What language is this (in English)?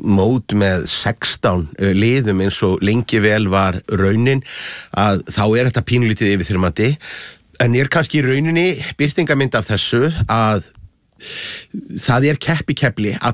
Icelandic